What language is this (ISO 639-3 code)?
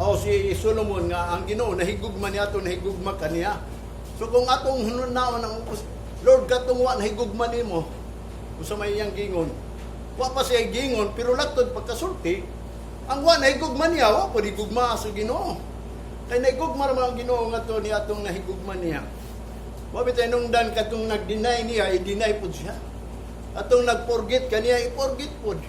ceb